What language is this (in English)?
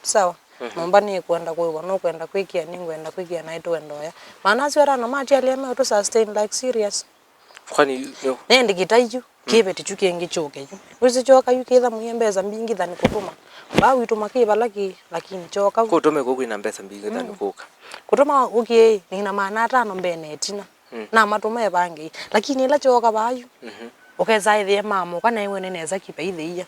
Kamba